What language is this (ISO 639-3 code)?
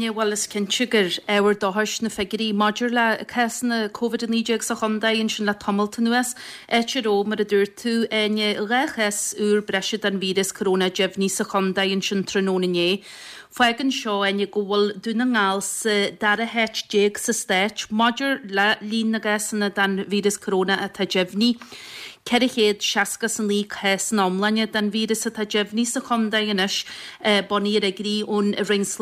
gle